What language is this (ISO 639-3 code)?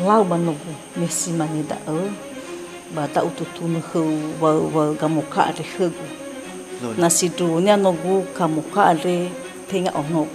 nia